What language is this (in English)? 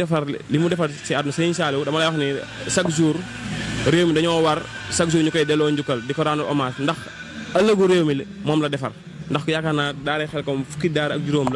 Wolof